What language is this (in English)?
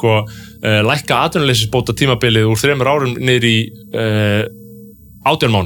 Icelandic